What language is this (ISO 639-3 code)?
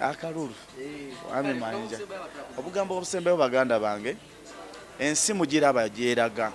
lug